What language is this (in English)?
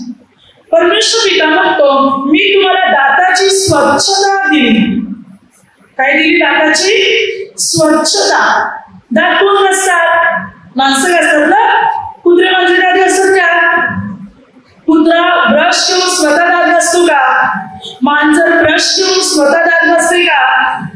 Marathi